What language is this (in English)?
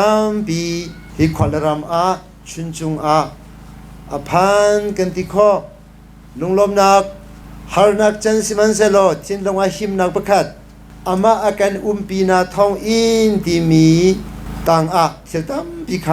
Hakha Chin